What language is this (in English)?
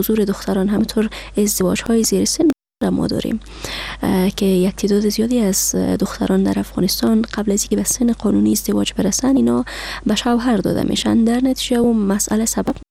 Persian